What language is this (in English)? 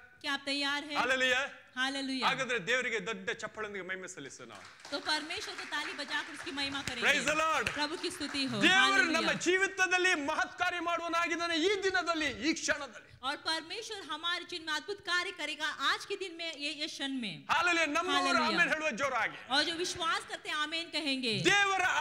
Kannada